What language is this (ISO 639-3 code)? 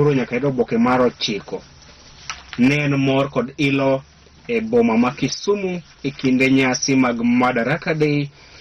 luo